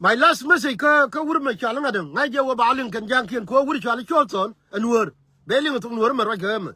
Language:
Nuer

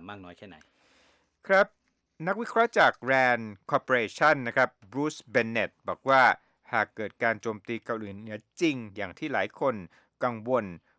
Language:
Thai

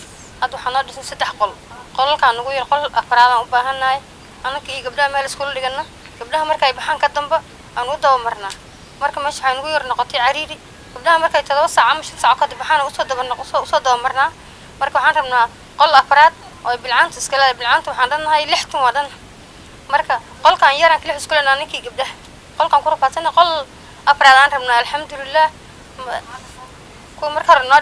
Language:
Somali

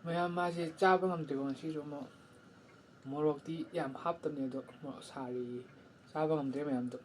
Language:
Manipuri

